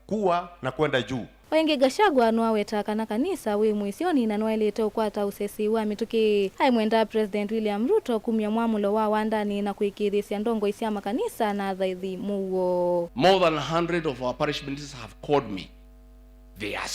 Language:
Kamba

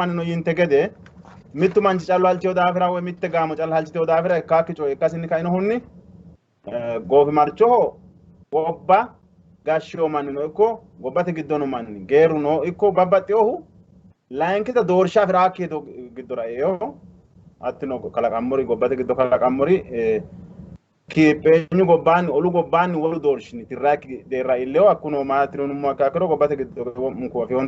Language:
Sidamo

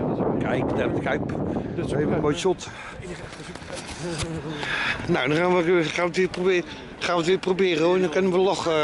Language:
Dutch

